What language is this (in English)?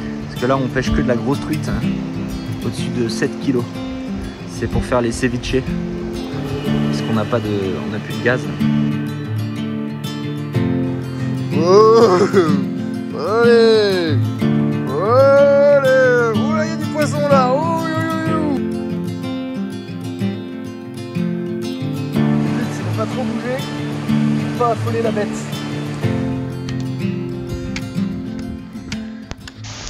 French